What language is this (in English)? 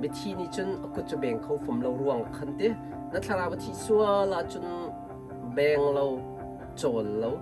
Hakha Chin